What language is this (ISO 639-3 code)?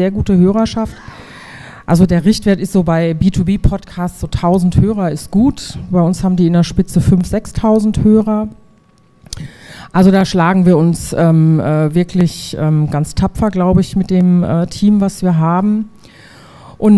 deu